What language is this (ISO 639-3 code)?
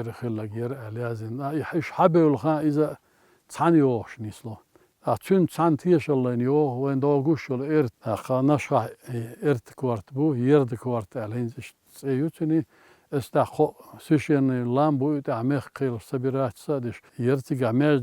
che